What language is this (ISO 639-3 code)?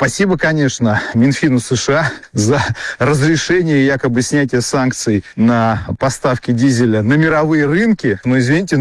rus